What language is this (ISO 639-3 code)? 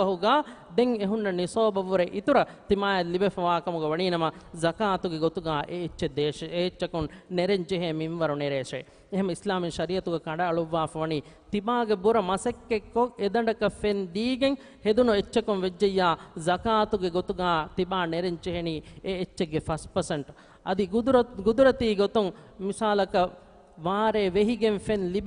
div